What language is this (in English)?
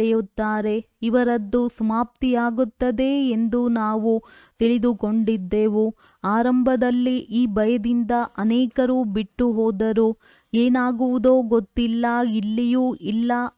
Kannada